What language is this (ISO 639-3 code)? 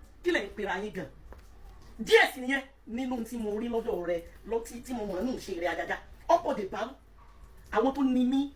yor